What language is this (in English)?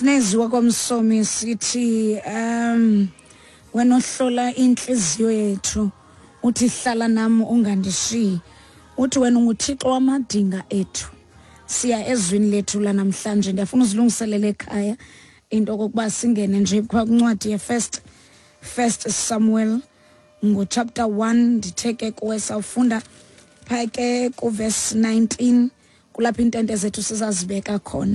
Xhosa